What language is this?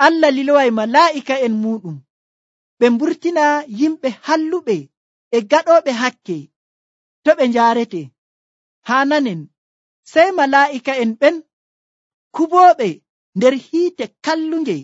Nigerian Fulfulde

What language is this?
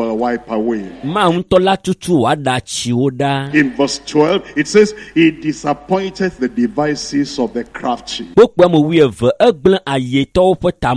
Ewe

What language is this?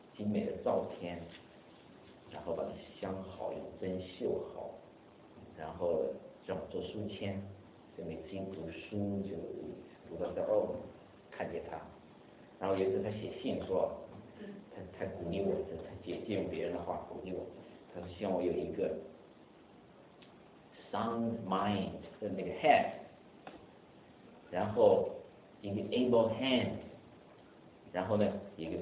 Chinese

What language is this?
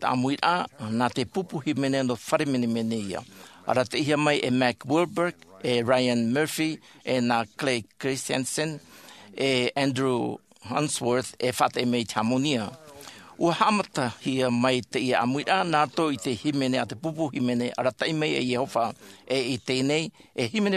Tahitian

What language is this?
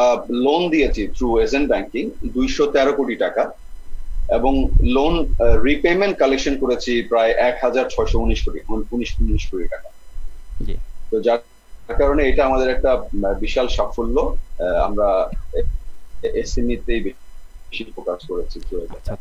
Bangla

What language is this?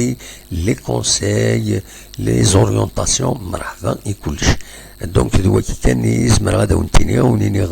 Kabyle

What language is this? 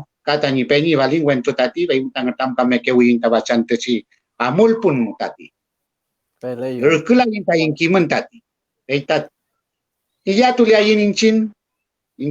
Mapuche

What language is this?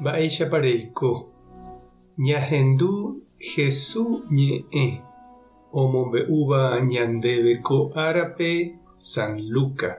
Guarani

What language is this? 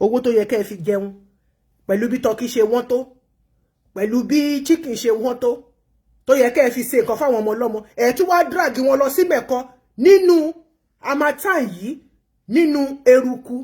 Yoruba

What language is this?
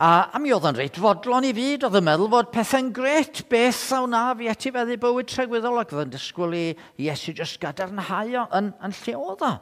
Welsh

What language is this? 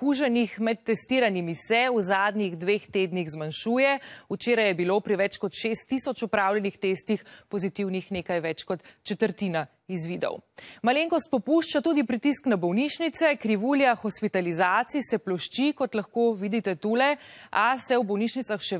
Slovenian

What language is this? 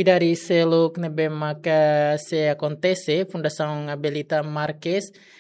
Tetum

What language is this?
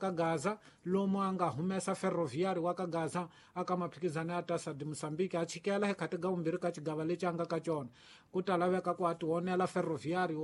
Tsonga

